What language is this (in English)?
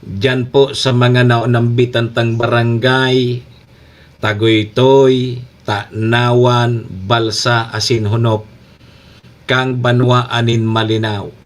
Bikol